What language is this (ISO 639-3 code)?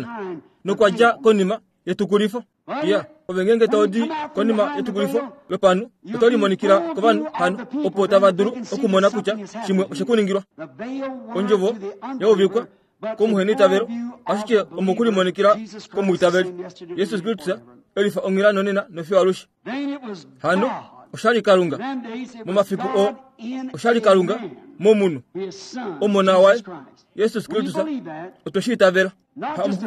kua